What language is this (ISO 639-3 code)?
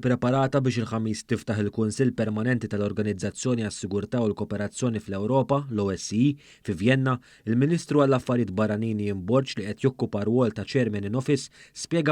mlt